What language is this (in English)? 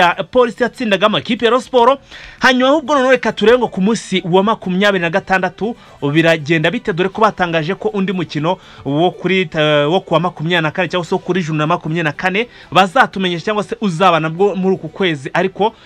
Kinyarwanda